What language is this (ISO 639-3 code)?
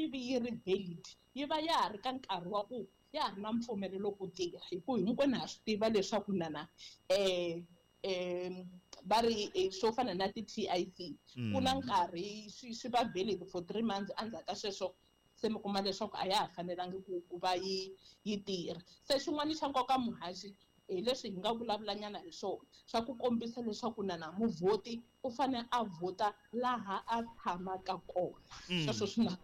tso